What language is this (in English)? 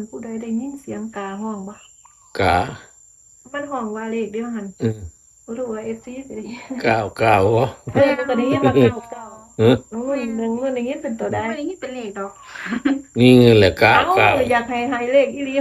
Northeastern Thai